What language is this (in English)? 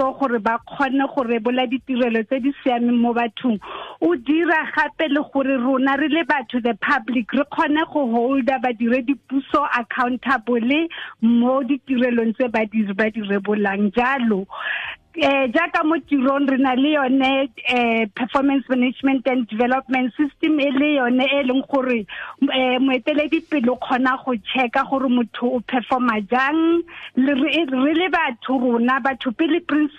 Tswana